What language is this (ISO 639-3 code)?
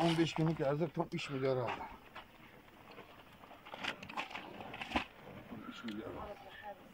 tur